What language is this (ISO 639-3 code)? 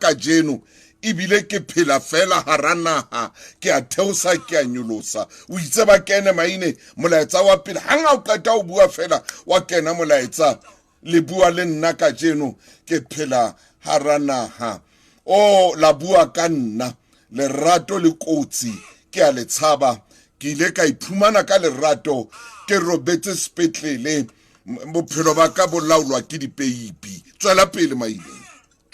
sot